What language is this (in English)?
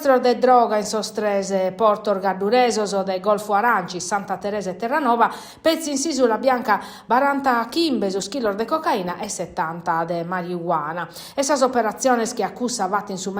Sardinian